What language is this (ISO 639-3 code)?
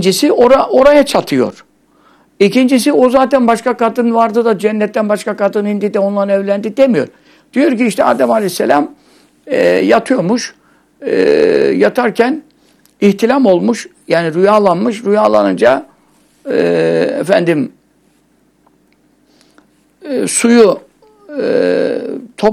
tur